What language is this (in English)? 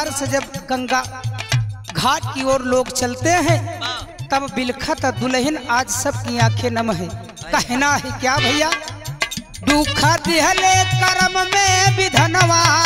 Bhojpuri